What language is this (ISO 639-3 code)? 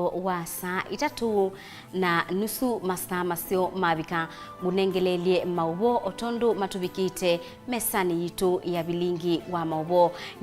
kam